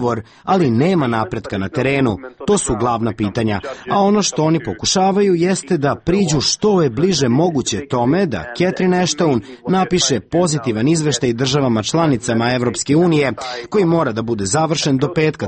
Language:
Serbian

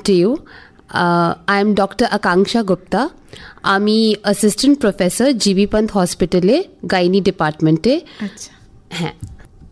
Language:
Bangla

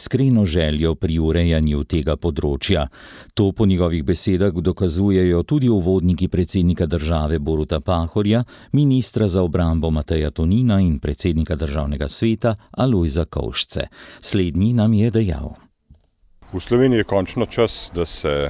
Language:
Slovenian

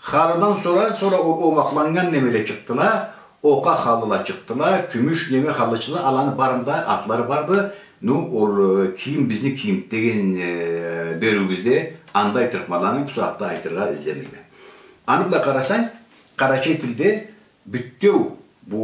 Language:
Karachay-Balkar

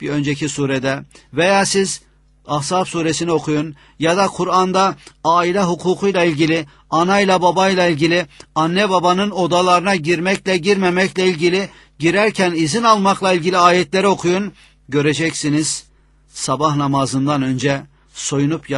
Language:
Turkish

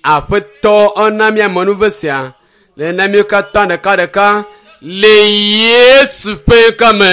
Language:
Ewe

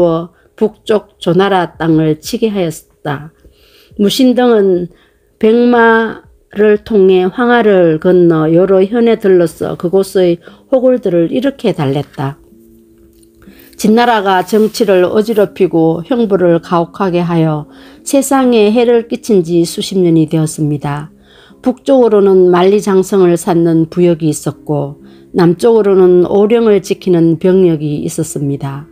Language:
Korean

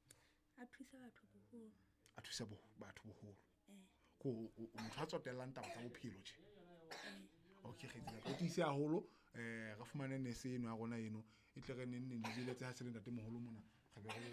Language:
Southern Sotho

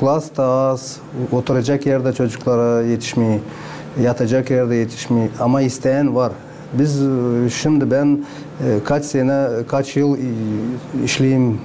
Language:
Gagauz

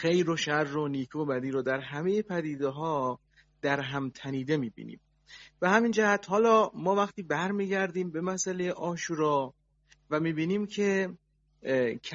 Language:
Persian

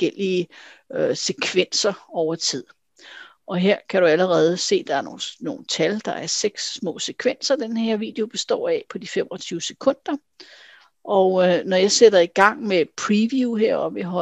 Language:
Danish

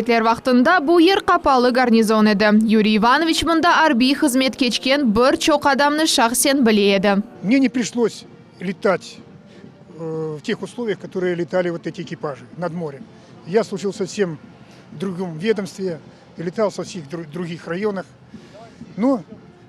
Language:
Crimean Tatar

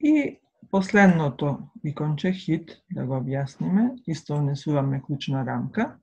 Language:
Macedonian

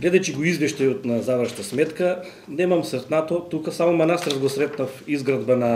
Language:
Macedonian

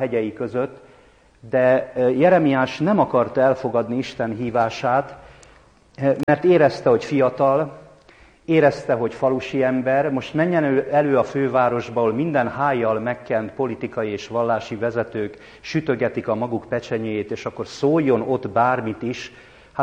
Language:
Hungarian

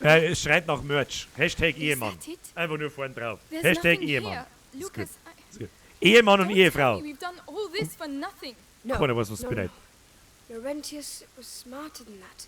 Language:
Bavarian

